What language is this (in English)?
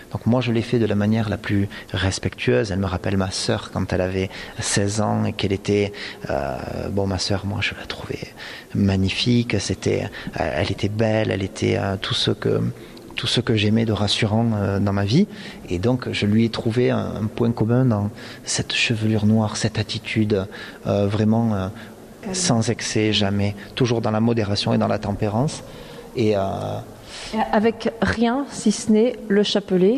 French